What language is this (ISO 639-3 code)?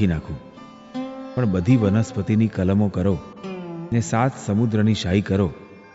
guj